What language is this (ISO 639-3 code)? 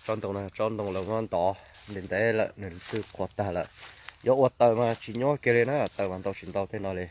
hmn